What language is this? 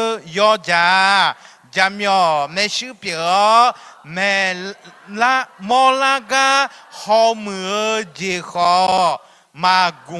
Akha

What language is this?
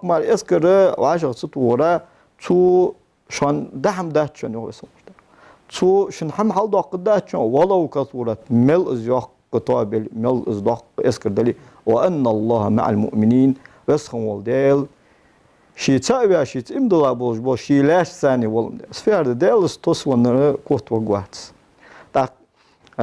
Ingush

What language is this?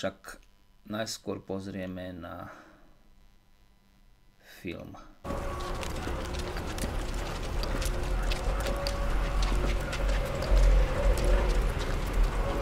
Slovak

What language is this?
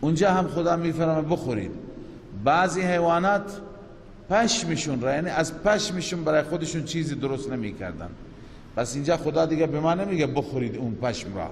Persian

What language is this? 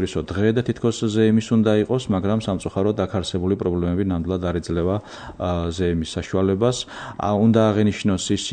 Georgian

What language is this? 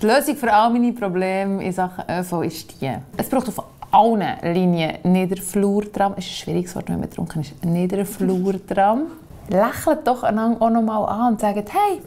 Swiss German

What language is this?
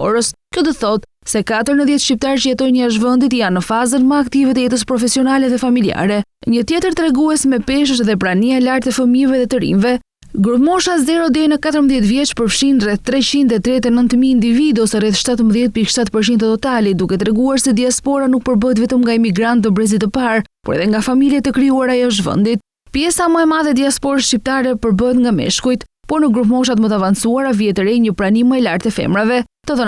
Albanian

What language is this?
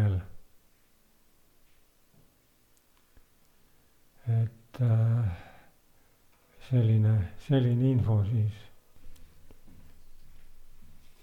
Estonian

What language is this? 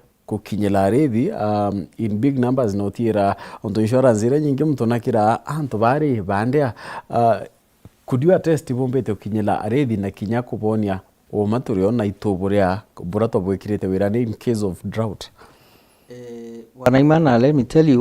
Meru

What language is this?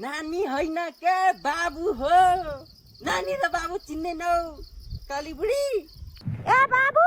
Nepali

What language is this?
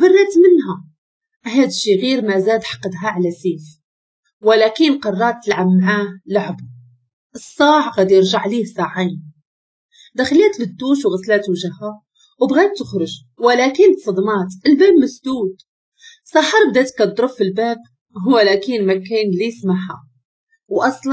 Moroccan Arabic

